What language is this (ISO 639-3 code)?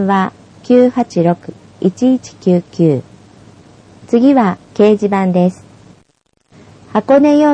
jpn